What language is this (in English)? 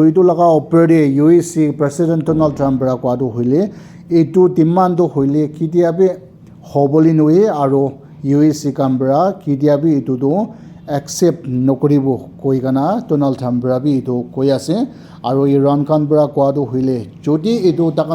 Naga Pidgin